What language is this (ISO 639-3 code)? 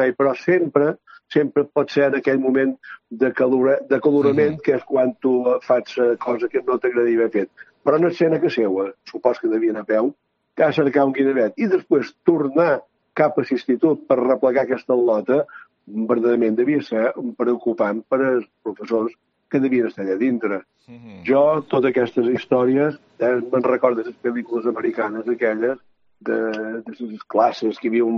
cat